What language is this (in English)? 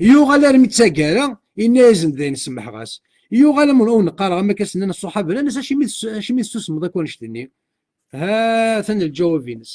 Kabyle